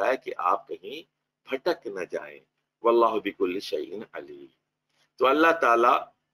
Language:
Urdu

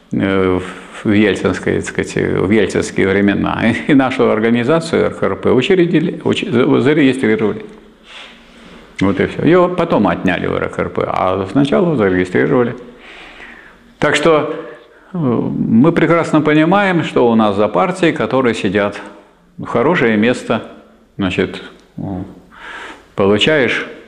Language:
Russian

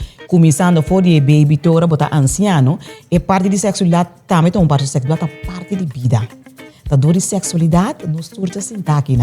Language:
Papiamento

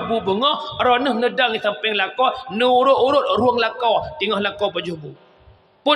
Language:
Achinese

